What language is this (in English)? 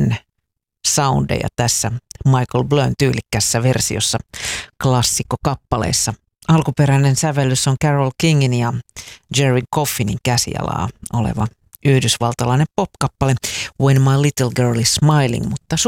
Finnish